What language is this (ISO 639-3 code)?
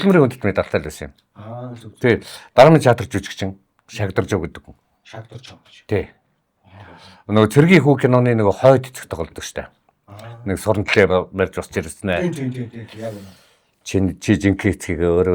mon